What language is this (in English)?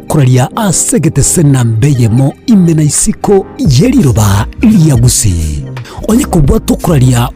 Gusii